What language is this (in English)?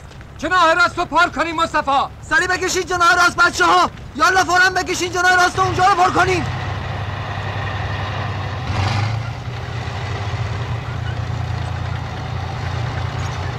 Persian